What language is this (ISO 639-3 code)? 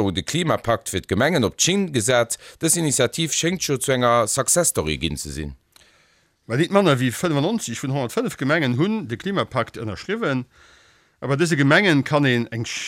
ltz